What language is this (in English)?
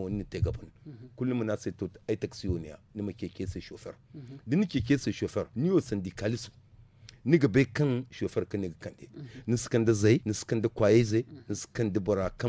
Zarma